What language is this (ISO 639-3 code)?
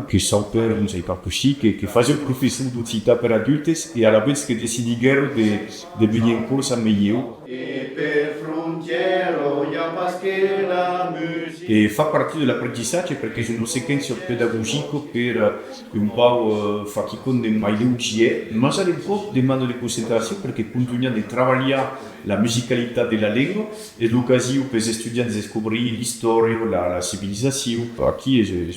oci